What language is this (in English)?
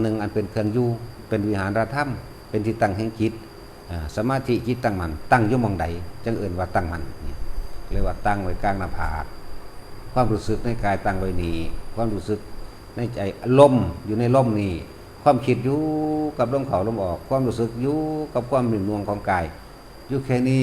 Lao